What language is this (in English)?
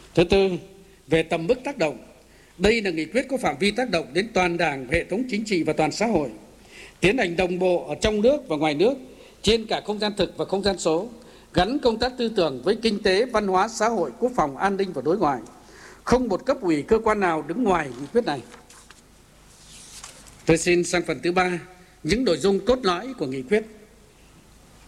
Vietnamese